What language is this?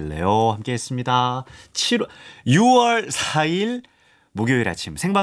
Korean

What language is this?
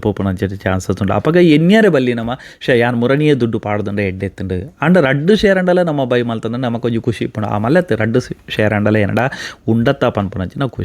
Tulu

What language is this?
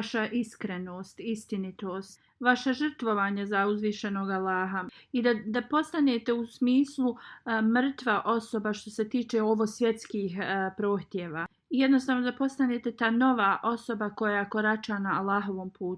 Bosnian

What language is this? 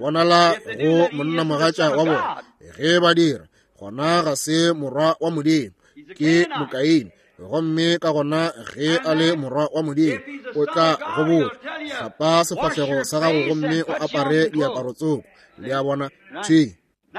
Northern Sotho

